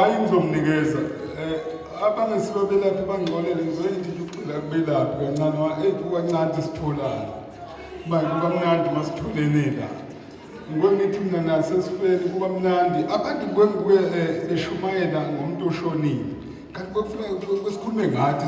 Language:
Zulu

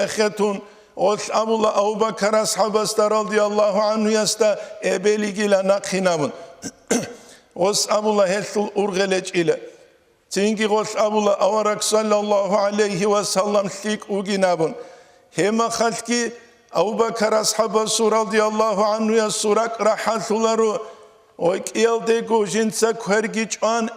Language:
Avaric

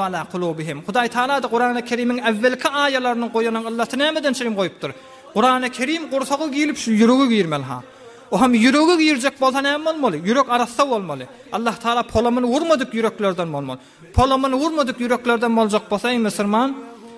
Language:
Turkmen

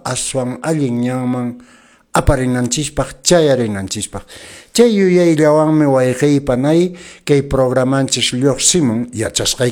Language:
Quechua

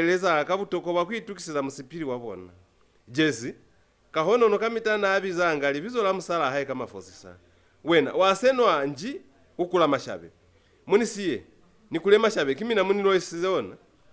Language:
Lozi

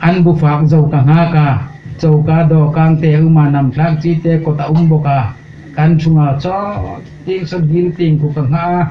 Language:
Hmar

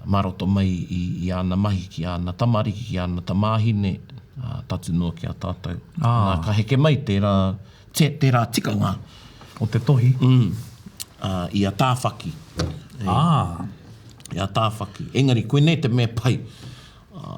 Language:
Māori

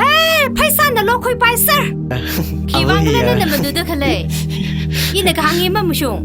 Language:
Tangkhul Naga (India)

